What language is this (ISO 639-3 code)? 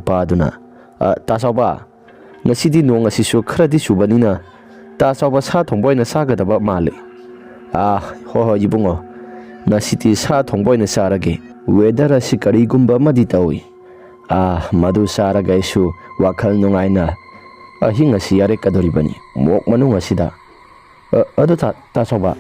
mni